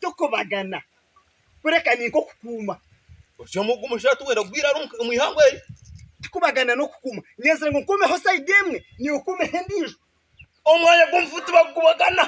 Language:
Nyankole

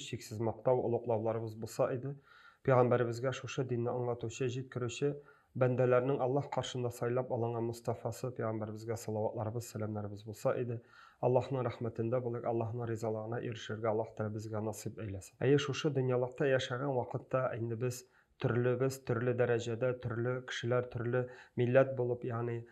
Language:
Tatar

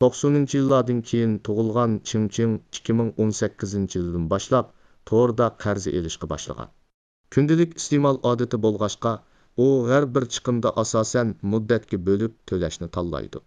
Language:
Uyghur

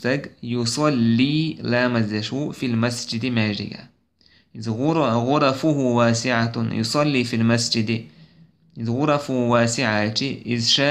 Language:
Chechen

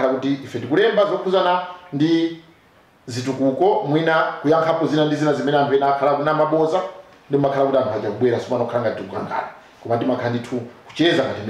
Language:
Nyanja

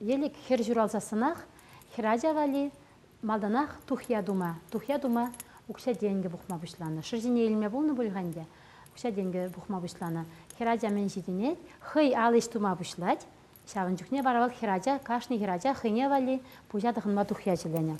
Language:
Chuvash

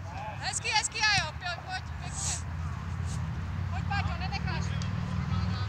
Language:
Czech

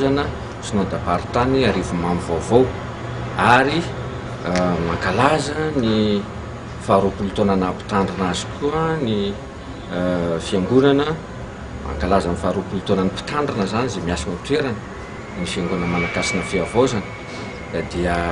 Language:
Malagasy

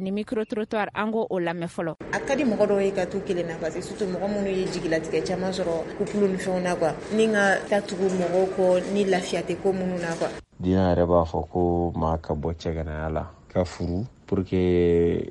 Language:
Bambara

